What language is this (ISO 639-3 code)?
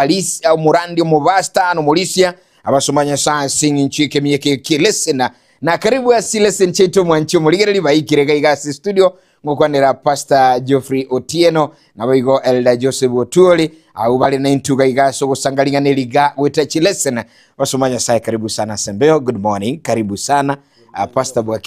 guz